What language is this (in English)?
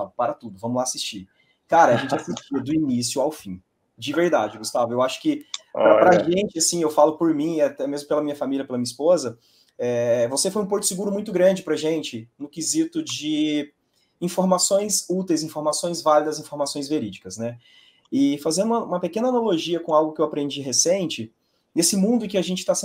Portuguese